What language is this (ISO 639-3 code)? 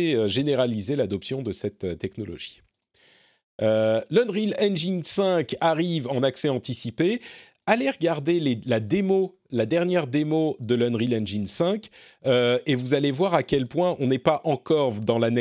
fra